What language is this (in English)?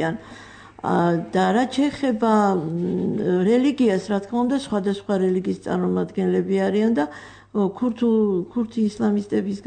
Georgian